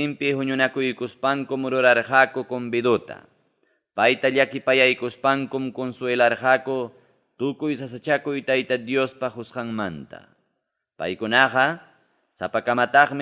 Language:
Ayacucho Quechua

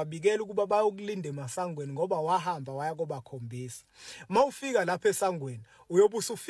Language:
Zulu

